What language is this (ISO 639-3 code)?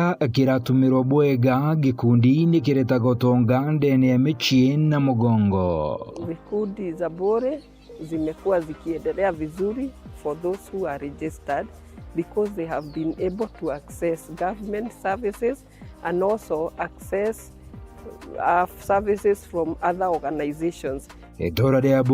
mer